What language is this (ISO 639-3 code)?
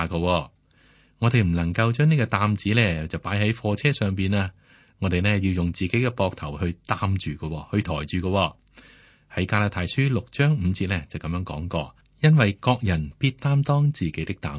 yue